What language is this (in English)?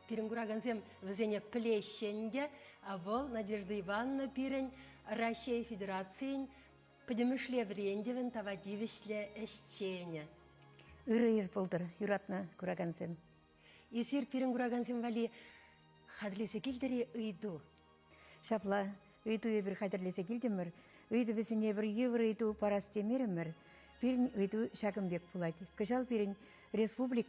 Chuvash